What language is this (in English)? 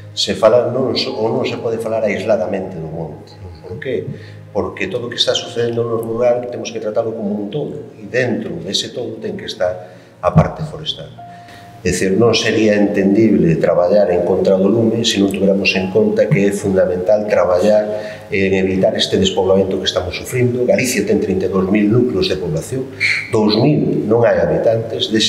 Galician